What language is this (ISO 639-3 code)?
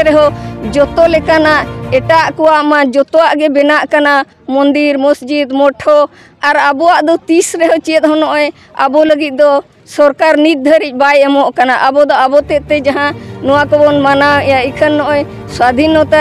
sat